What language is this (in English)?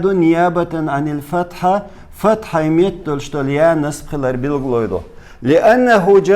Chechen